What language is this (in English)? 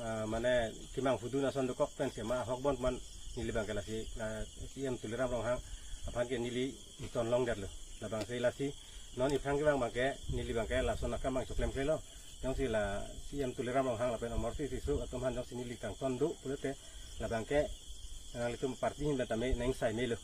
Karbi